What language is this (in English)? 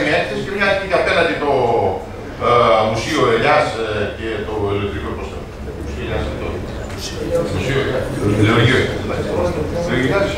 Greek